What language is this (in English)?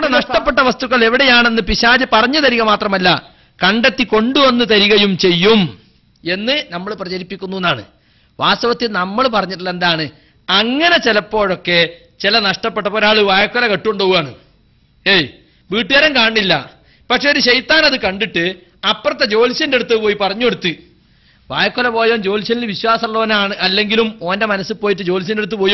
Malayalam